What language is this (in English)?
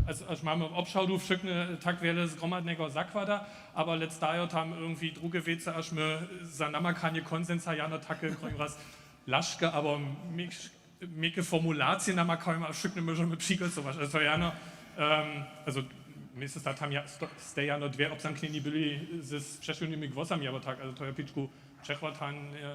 Upper Sorbian